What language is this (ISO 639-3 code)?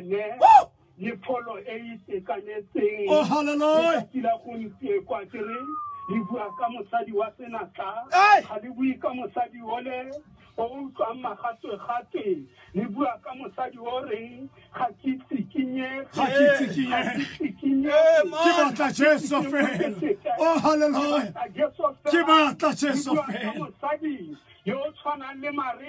tsn